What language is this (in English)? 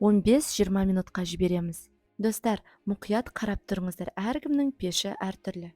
Kazakh